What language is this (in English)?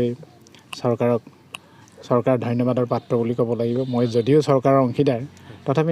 Assamese